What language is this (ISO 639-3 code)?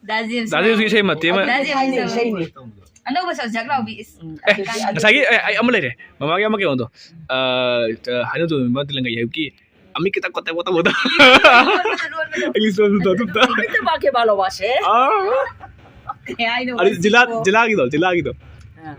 mni